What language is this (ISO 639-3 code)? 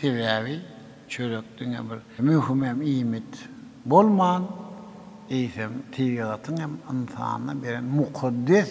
tuk